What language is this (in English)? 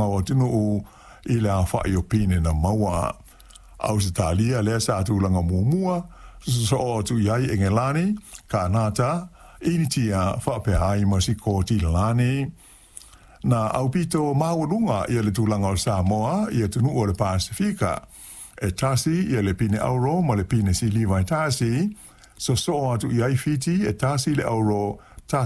Samoan